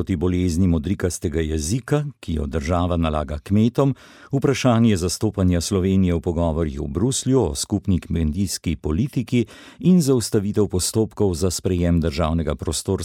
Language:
Slovenian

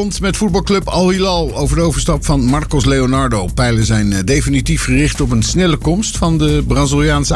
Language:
Dutch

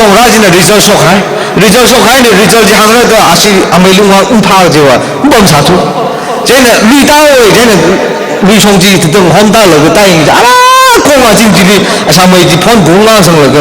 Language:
Tangkhul Naga (India)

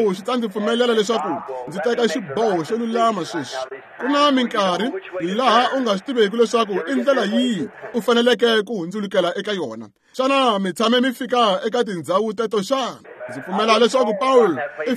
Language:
Tsonga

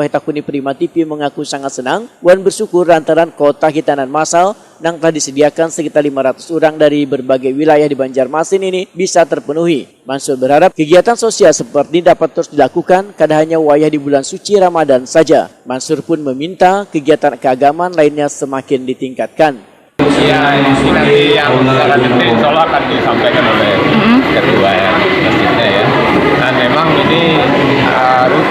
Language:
Banjar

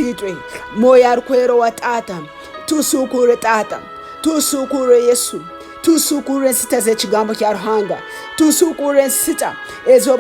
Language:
Tooro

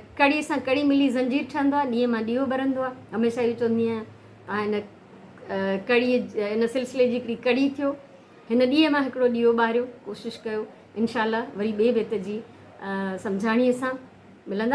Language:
Sindhi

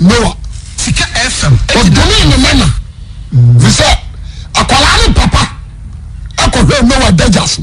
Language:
Akan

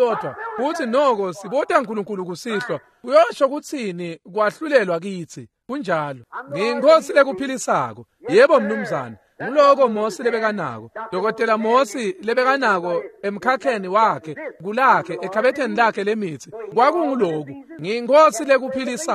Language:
Swati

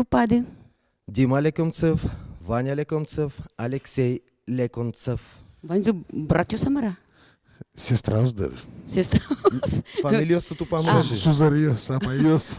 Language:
Udmurt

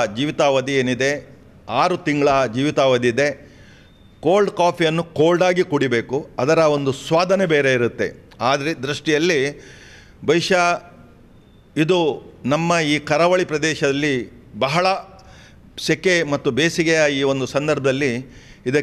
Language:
Kannada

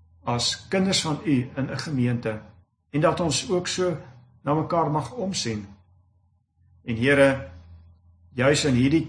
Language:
Afrikaans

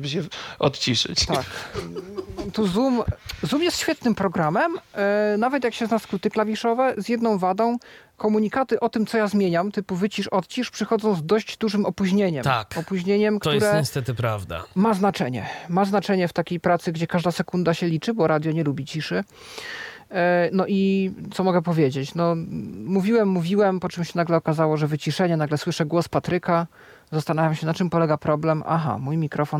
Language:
Polish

